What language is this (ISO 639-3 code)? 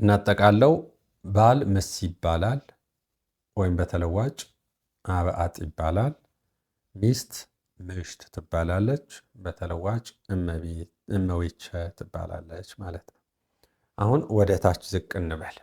amh